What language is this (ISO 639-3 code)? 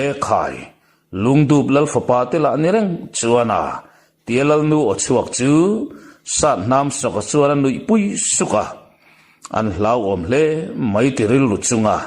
lus